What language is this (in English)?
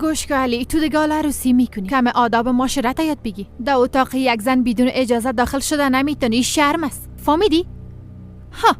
Persian